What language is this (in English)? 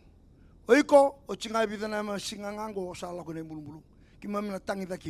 Fijian